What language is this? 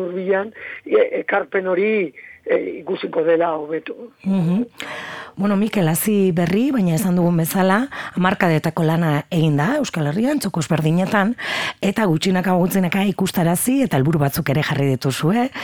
Basque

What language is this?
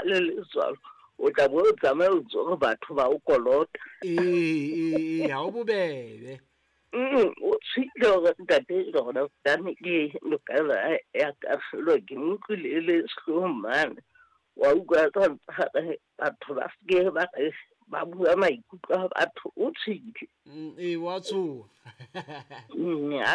Southern Sotho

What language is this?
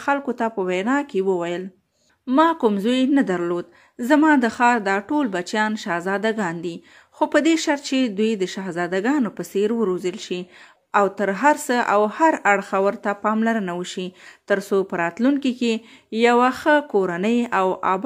Pashto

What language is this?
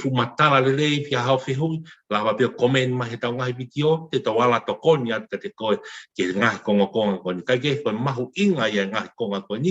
Tongan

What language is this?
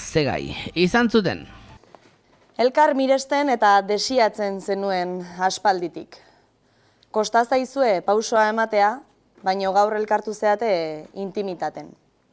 Basque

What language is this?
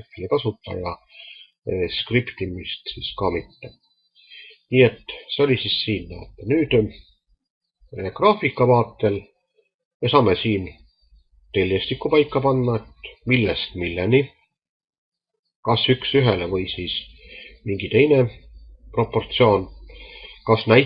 Estonian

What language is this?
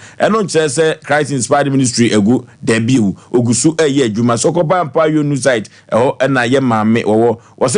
Akan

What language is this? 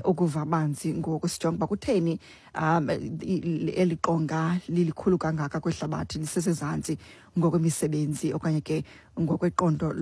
Xhosa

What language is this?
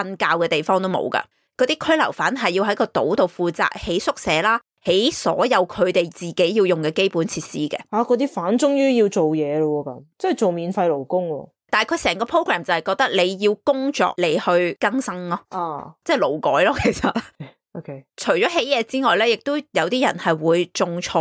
Cantonese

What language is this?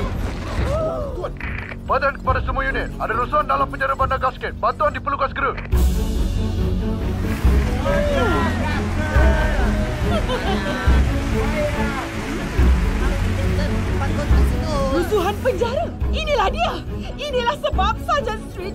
Malay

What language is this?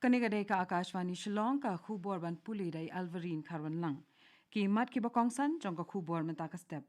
Khasi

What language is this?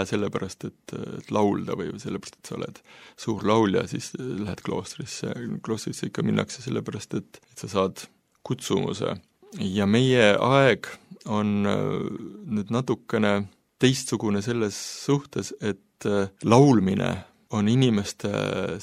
Estonian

